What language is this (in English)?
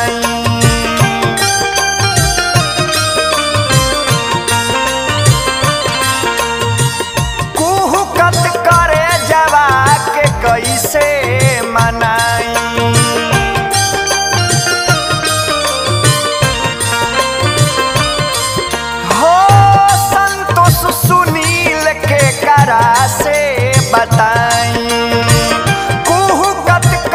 Bhojpuri